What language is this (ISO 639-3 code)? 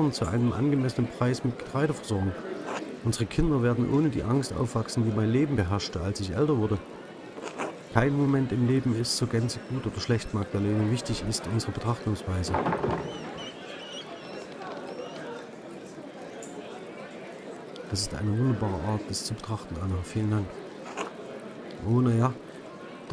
deu